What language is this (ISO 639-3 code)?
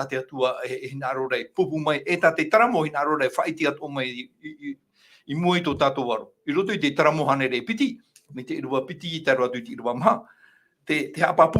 tah